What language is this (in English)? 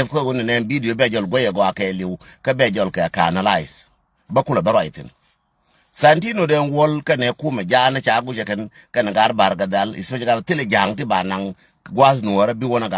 Nuer